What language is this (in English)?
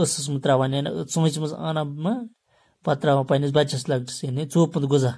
Kashmiri